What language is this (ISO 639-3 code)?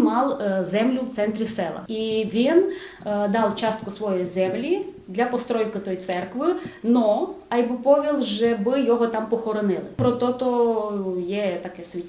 rue